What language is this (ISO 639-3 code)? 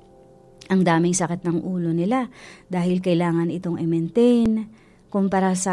fil